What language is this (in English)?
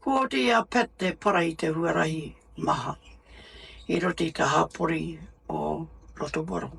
Māori